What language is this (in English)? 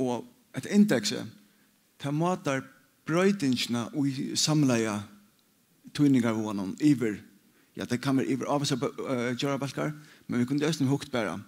Faroese